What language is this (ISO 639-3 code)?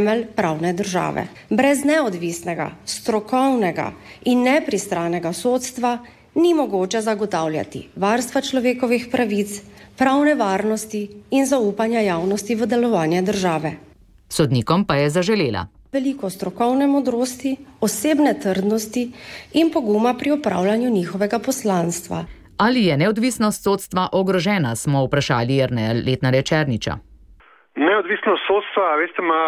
slv